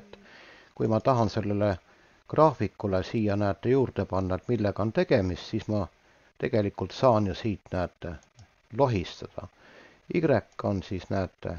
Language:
Estonian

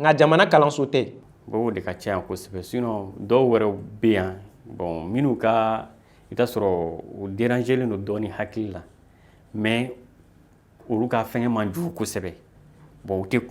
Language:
Bambara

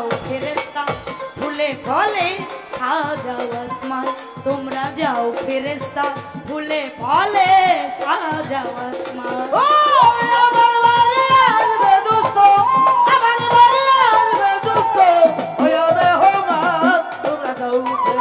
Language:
Bangla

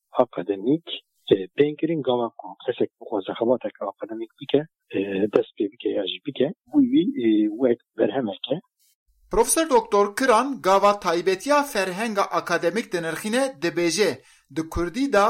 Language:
Kurdish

